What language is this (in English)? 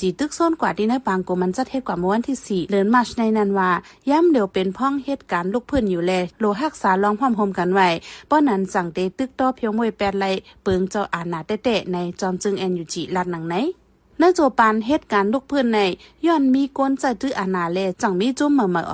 Shan